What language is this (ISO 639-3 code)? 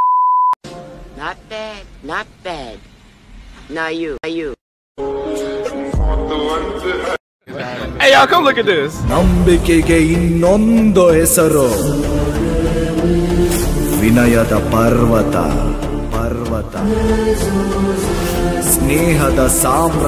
kan